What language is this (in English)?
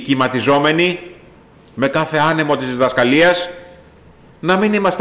Greek